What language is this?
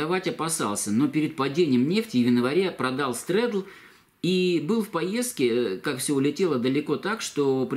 Russian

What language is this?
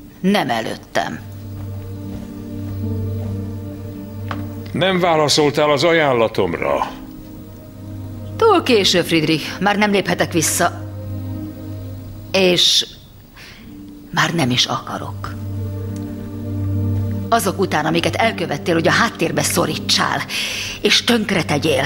Hungarian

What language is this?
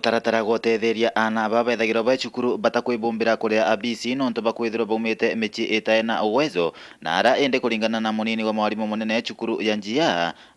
Meru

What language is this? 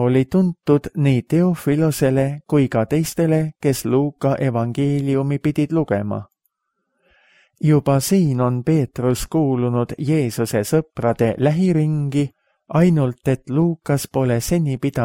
Estonian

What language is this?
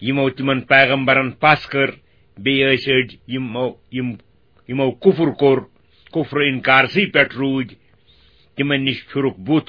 Kashmiri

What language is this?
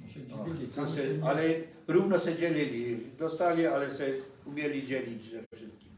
Silesian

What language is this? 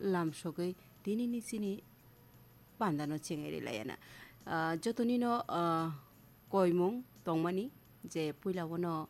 Kok Borok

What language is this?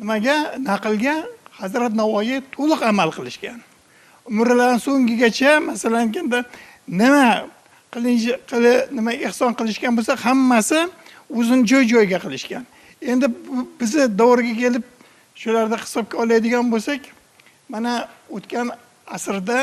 Uzbek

